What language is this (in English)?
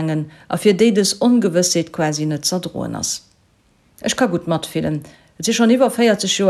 Luxembourgish